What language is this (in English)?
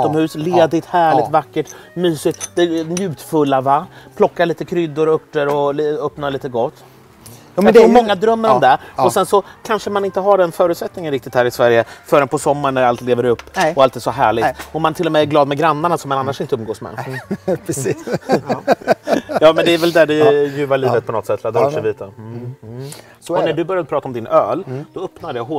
Swedish